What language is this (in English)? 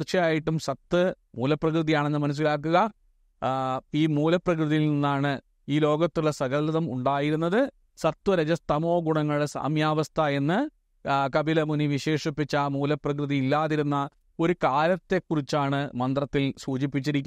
Malayalam